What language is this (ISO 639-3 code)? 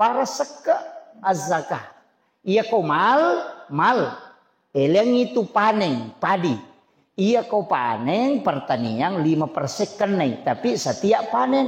bug